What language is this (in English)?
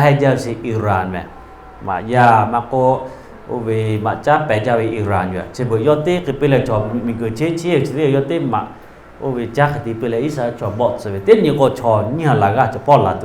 Lahu